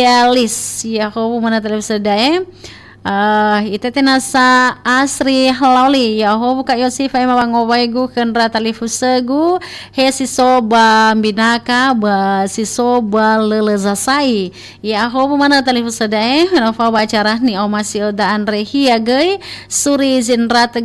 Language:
Nias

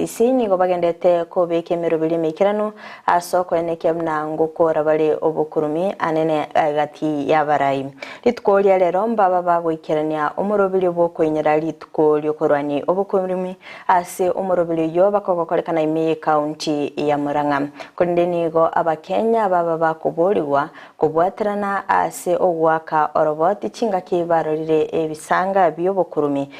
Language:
Gusii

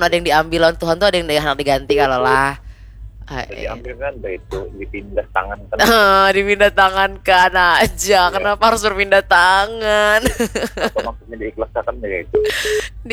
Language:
Banjar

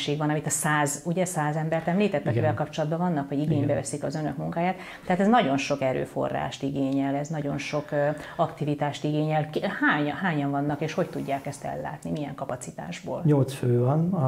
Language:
Hungarian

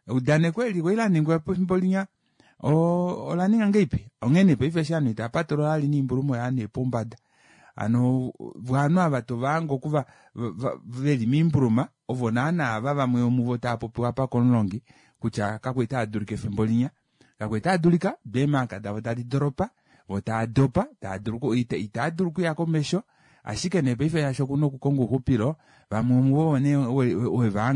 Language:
Kuanyama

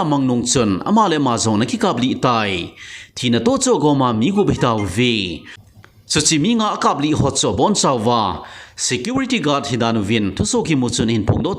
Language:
Thado Chin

